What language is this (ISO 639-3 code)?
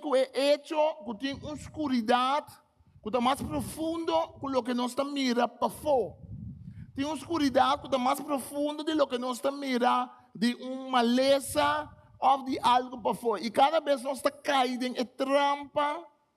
pap